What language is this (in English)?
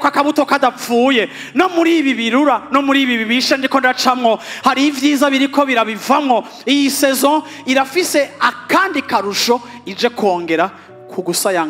Rundi